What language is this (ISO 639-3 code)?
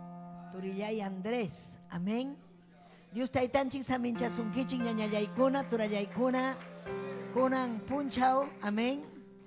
quy